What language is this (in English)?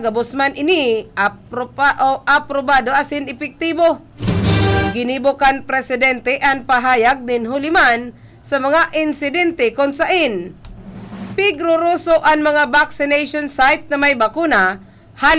Bikol